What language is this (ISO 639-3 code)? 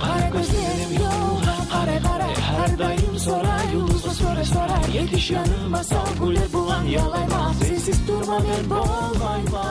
kum